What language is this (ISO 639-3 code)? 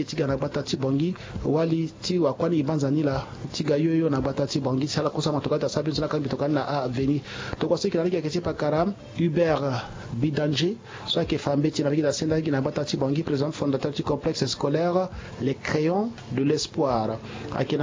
sag